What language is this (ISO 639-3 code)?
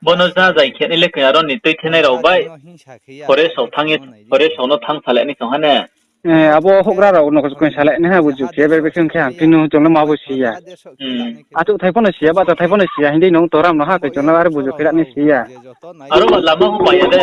ria